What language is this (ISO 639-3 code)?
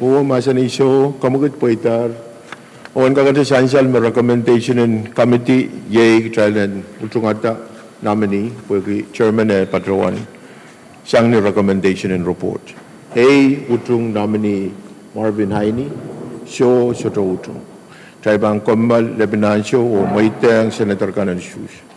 pon